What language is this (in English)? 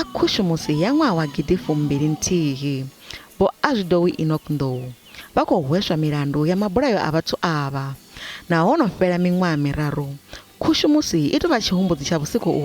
Venda